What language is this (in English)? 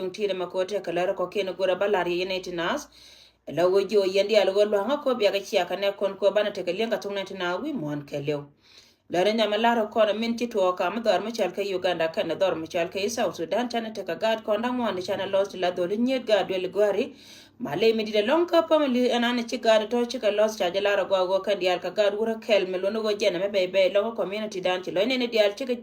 Nuer